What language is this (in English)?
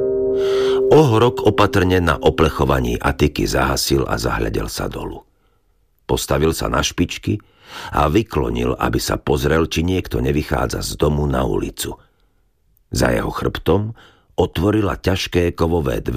Slovak